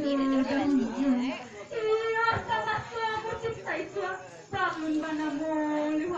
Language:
Minangkabau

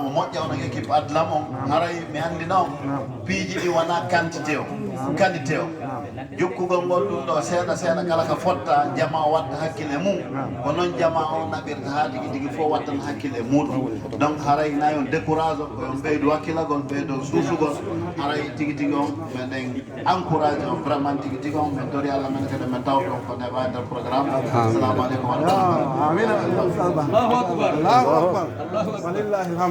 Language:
Fula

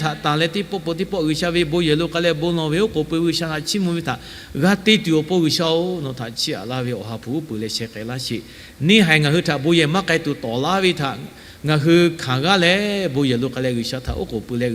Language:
Lahu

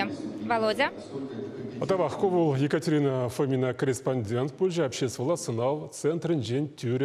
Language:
Chuvash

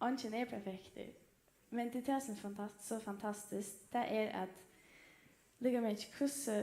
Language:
Faroese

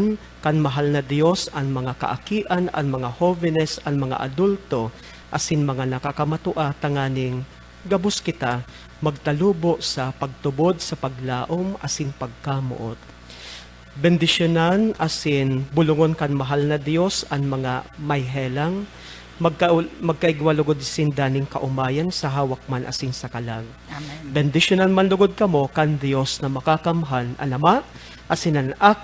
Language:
Bikol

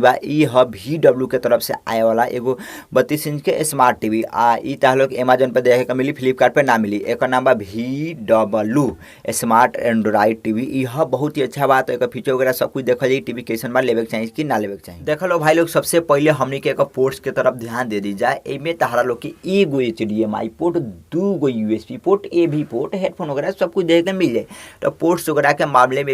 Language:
Bhojpuri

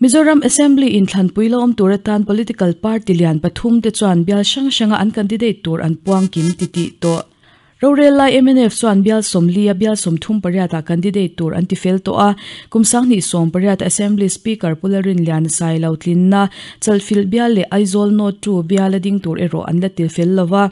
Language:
Mizo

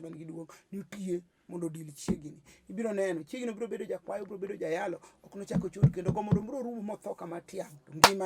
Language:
Luo (Kenya and Tanzania)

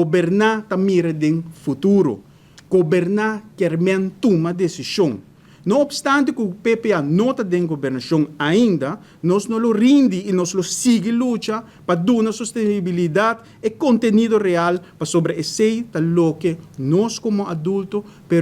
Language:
Papiamento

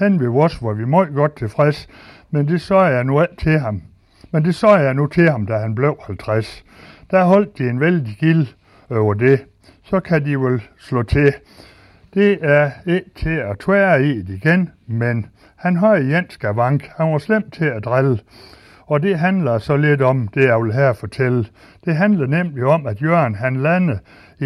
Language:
Danish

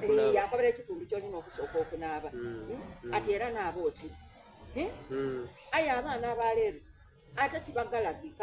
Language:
Soga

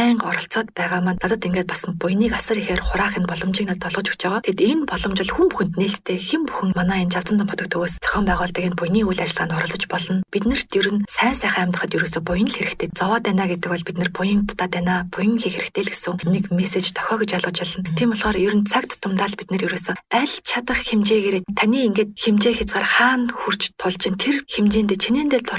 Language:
Mongolian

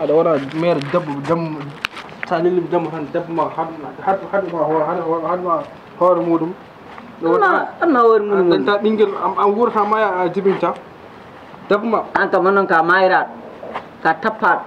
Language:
Fula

